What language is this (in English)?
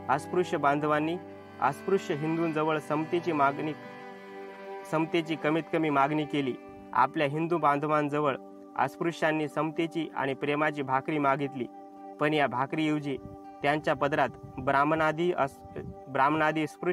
Marathi